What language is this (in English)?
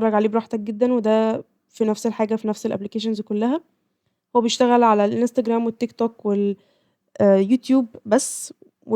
Egyptian Arabic